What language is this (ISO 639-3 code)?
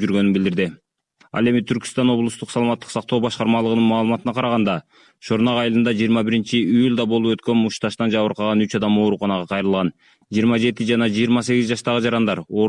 kir